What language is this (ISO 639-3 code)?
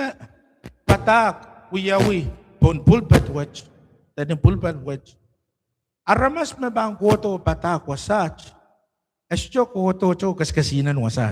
pon